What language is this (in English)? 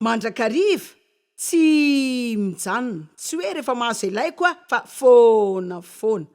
Malagasy